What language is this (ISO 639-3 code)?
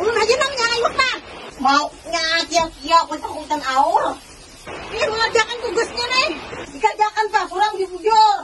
bjn